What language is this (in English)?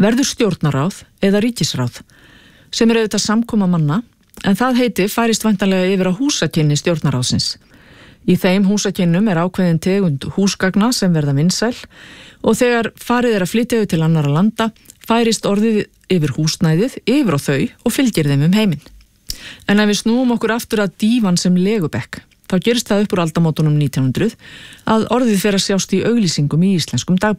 Icelandic